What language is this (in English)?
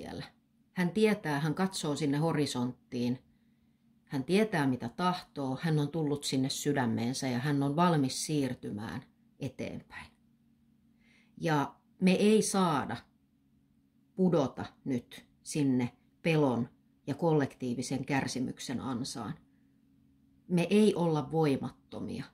Finnish